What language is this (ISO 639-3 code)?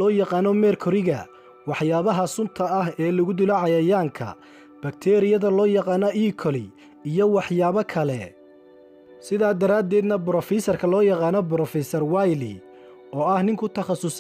som